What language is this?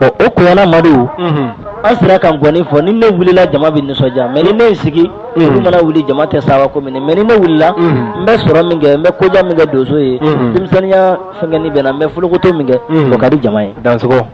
Bambara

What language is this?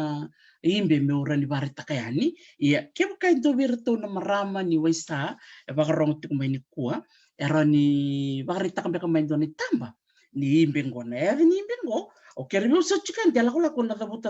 Fijian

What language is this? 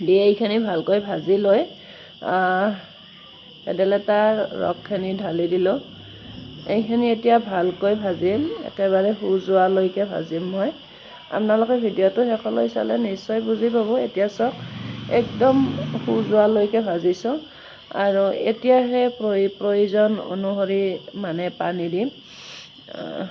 Assamese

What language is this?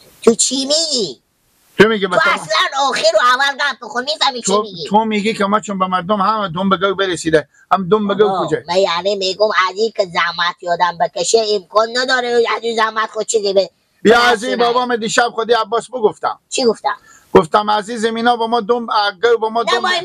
Persian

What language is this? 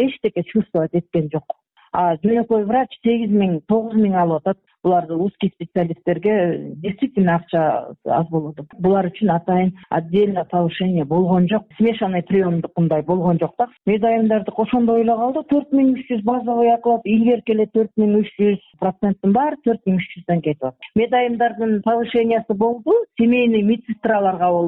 Kyrgyz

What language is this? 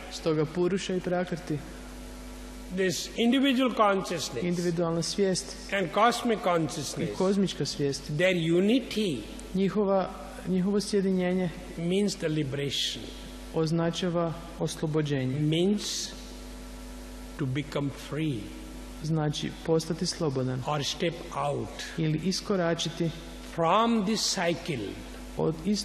Croatian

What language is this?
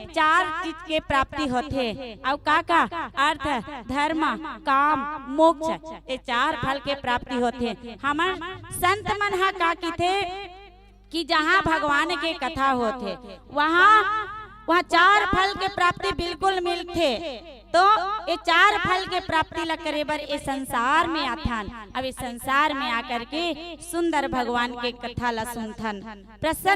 Chhattisgarhi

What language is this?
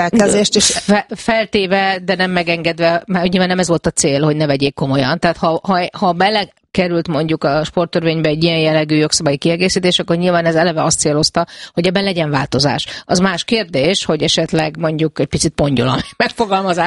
Hungarian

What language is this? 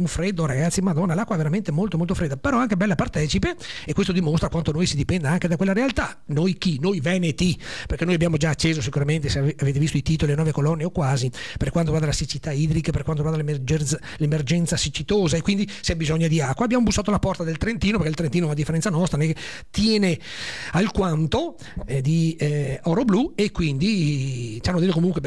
Italian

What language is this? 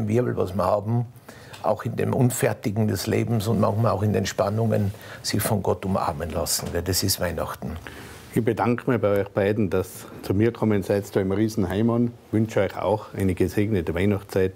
Bavarian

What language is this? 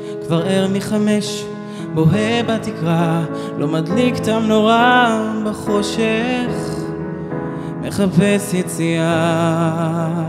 Hebrew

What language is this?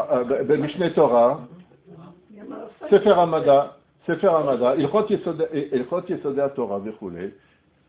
Hebrew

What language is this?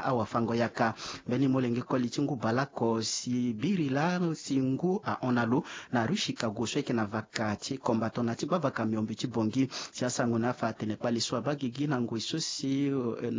Sango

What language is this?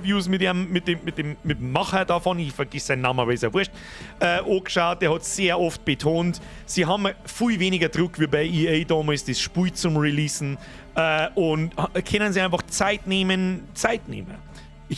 Bavarian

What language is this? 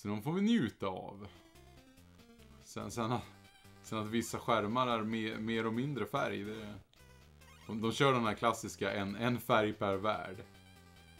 Swedish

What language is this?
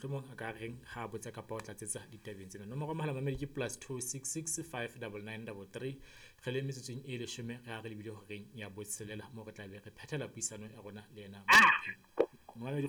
Southern Sotho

